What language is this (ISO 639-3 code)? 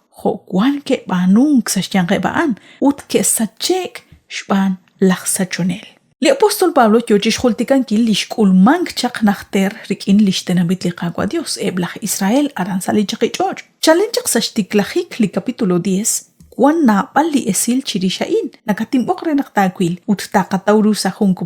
kek